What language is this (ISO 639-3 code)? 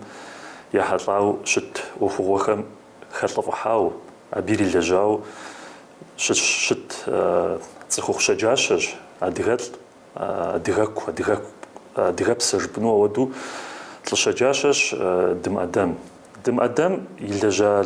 kbd